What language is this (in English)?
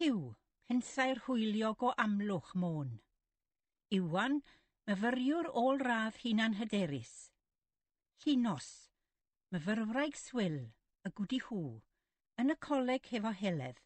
Welsh